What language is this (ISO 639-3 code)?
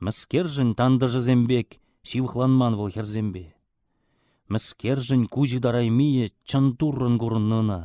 chv